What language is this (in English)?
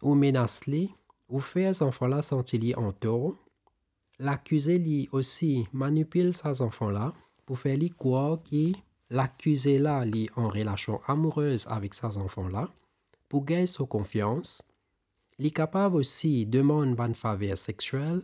Morisyen